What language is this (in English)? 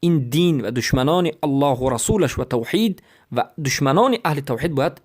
Persian